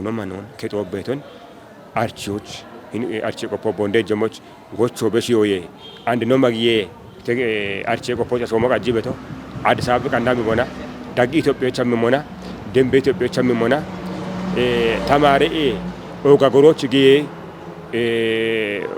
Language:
Kafa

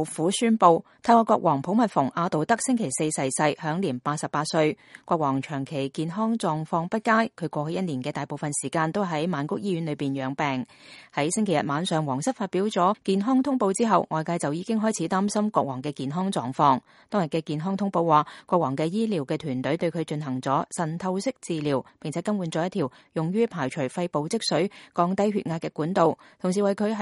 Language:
Cantonese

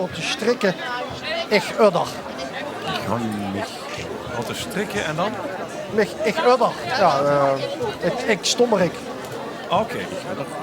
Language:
Limburgish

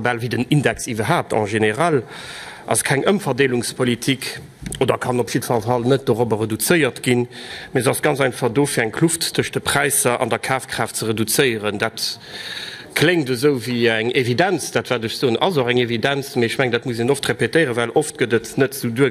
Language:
Luxembourgish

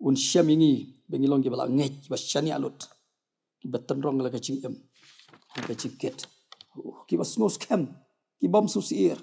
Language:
Khasi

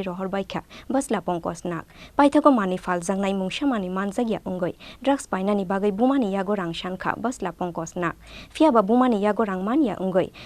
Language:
Kok Borok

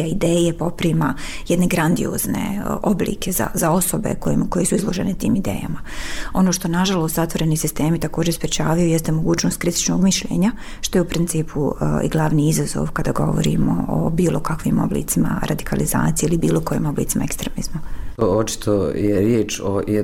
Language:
Bosnian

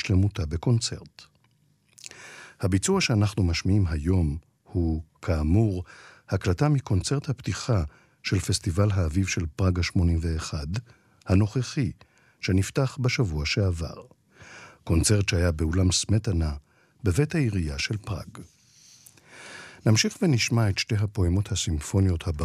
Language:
Hebrew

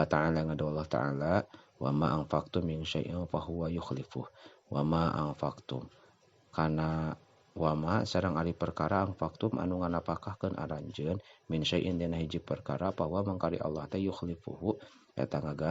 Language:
Sundanese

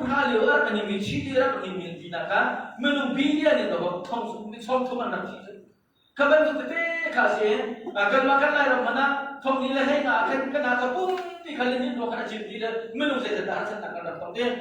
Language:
Hakha Chin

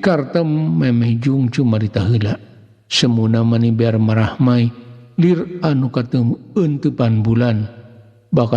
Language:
Sundanese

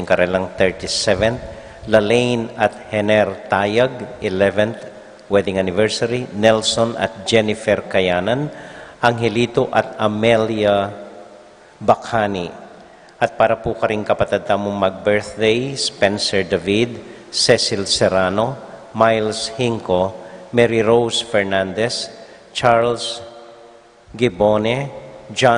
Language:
Pampanga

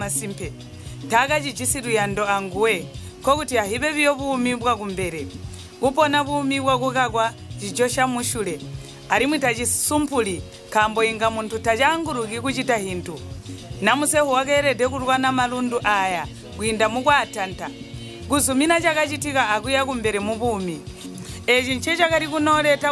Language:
Tonga (Zambia)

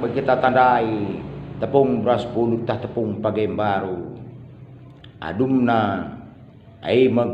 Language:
Batak Karo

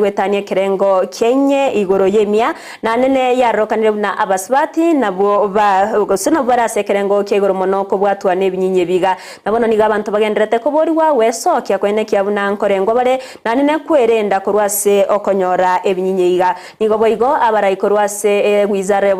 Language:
Gusii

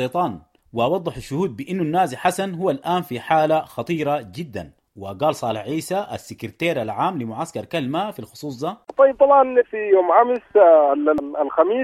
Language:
Sudanese Arabic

